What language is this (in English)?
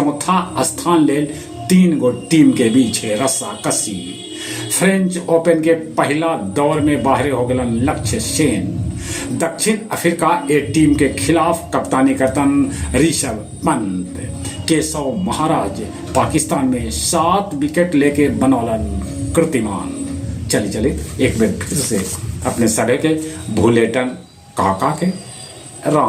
Magahi